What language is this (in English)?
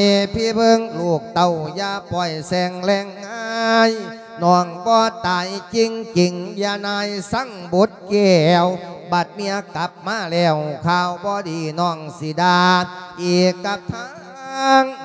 Lao